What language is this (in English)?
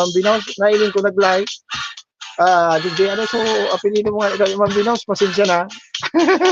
Bikol